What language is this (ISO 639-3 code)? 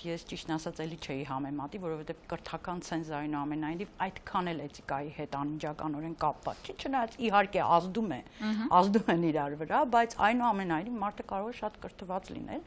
hye